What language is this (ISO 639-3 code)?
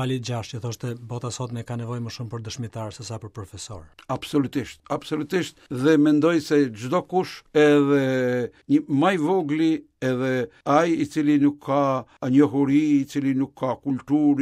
sqi